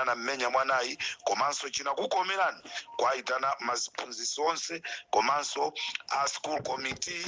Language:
Nyanja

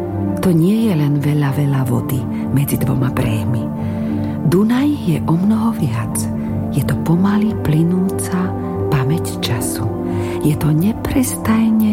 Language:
Slovak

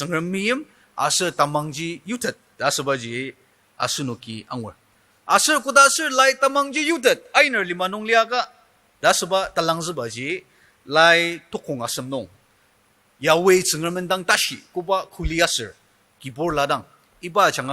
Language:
Ao Naga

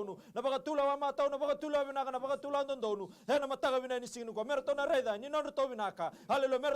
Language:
Fijian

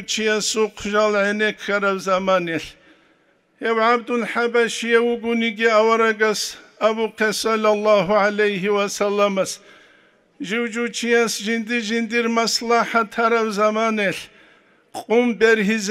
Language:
Avaric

